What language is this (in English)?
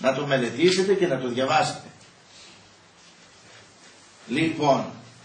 Greek